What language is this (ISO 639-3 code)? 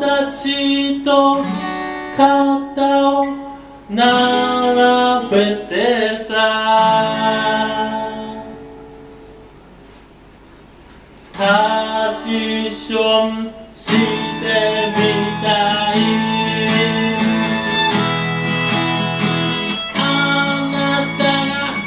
jpn